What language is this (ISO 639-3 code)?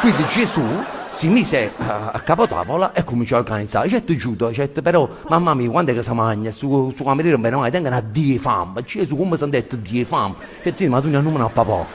nap